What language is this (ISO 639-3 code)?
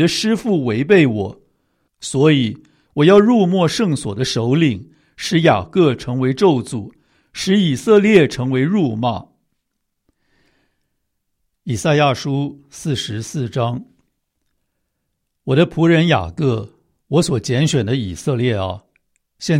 zho